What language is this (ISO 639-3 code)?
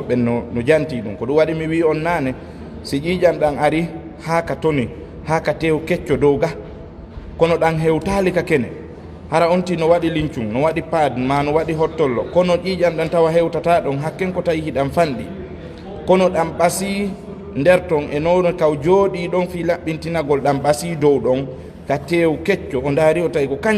ful